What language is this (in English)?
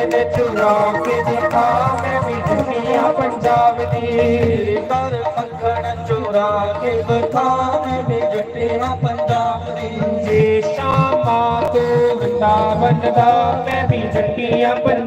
Dogri